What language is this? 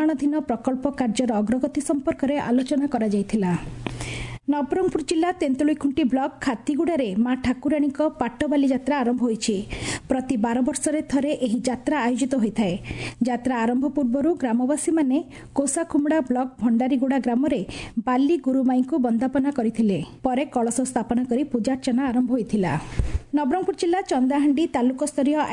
Odia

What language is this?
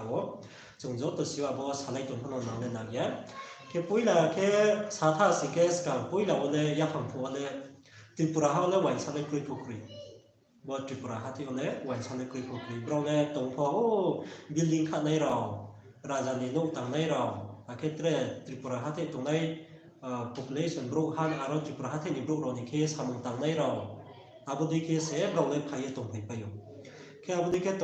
Riang (India)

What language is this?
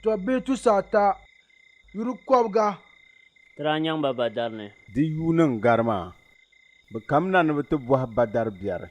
Dagbani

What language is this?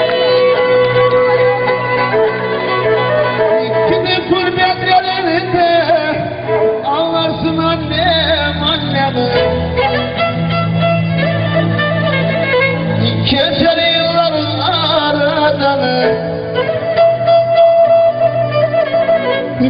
Turkish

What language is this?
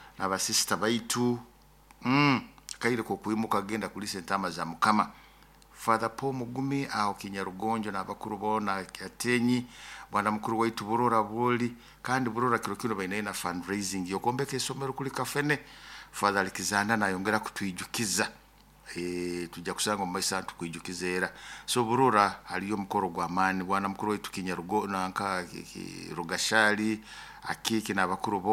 Nyoro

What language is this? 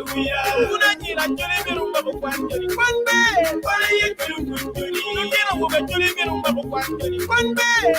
Acoli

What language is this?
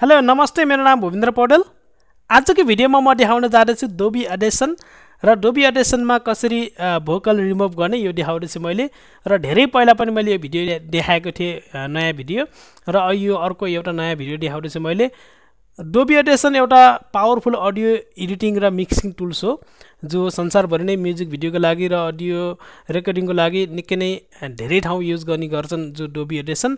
Nepali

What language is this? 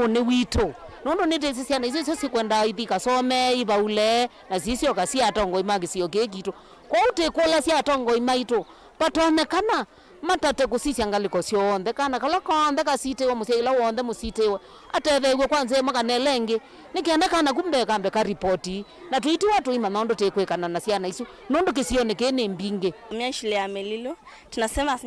Kamba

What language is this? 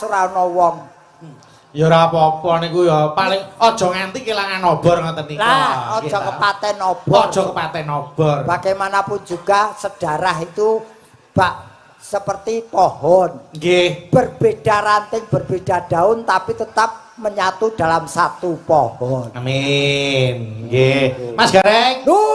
Javanese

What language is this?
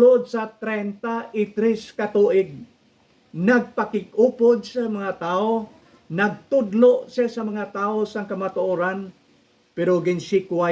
Hiligaynon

